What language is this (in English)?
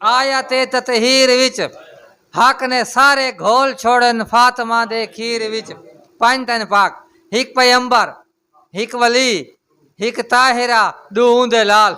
Saraiki